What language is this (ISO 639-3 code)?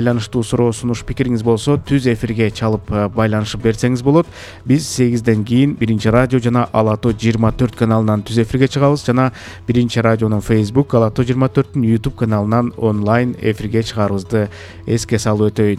kir